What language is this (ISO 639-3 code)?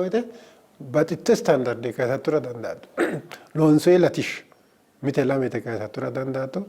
sid